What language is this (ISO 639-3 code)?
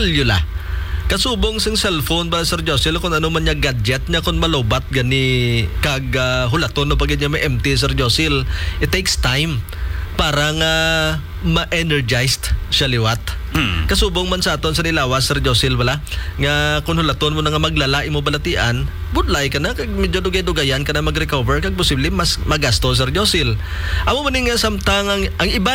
hil